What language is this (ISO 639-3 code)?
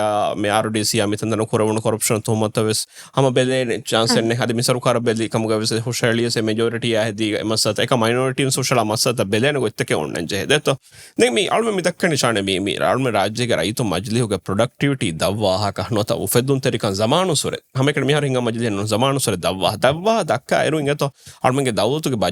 div